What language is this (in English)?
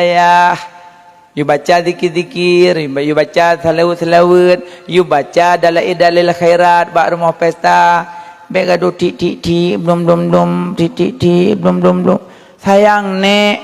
Achinese